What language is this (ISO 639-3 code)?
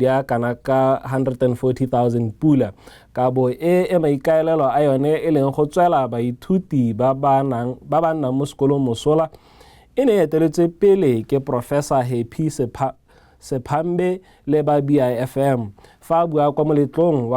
tsn